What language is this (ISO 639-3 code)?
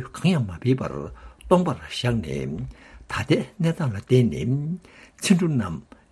bod